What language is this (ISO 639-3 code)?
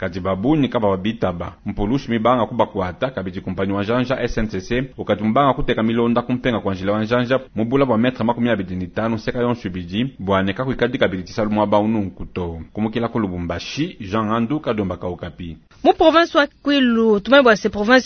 lua